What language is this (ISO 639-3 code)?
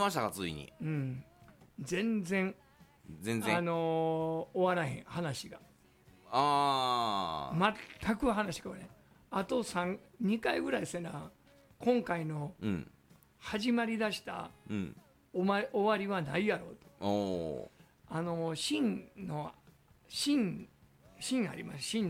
jpn